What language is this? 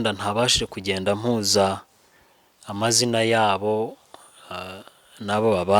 Kinyarwanda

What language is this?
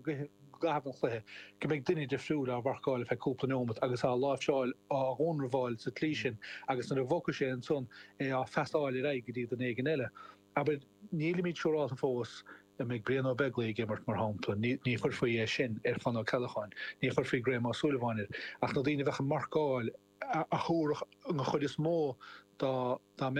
Irish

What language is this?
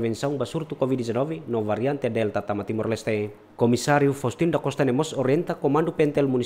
Tetum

